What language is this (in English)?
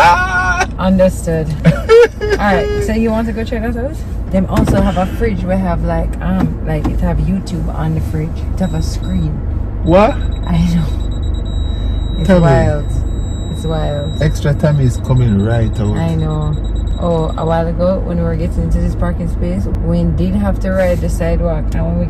Jamaican Creole English